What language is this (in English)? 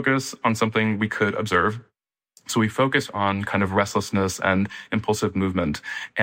English